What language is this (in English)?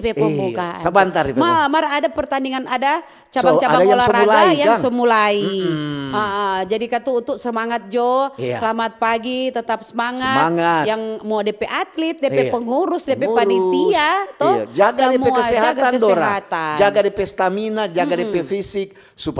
Manado Malay